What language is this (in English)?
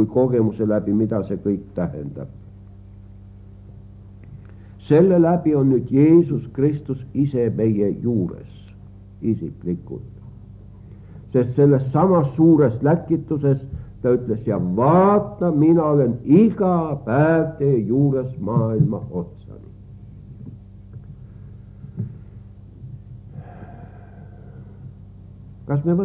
Estonian